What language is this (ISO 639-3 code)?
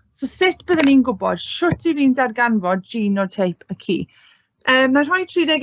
cym